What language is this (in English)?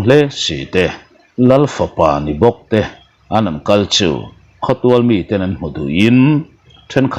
Mizo